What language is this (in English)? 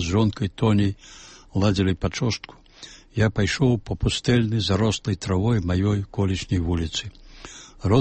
Belarusian